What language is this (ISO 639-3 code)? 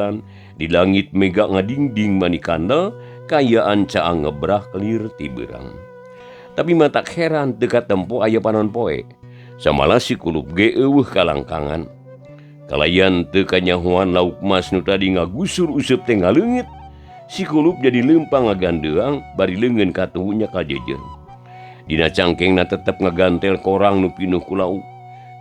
sun